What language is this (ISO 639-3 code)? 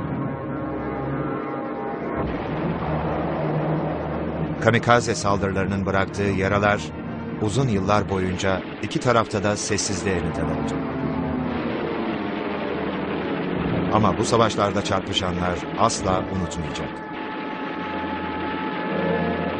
tur